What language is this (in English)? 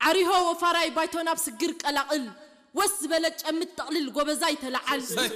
Tigrinya